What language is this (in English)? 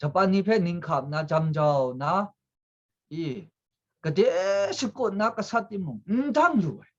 Kachin